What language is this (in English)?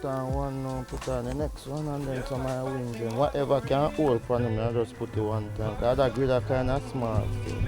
Jamaican Creole English